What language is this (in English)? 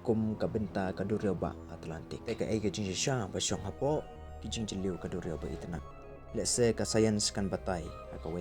Khasi